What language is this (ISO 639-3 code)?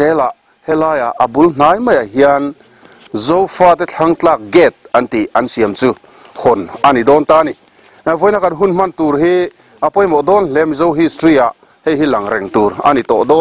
lus